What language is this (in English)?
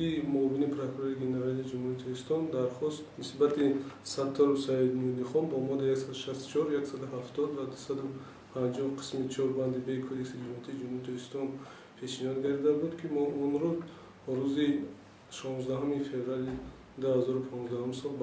Tajik